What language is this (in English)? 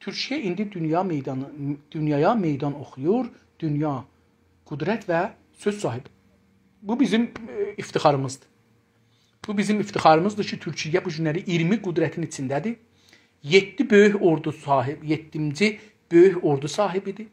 South Azerbaijani